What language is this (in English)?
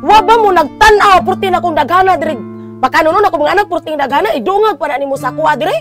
Cebuano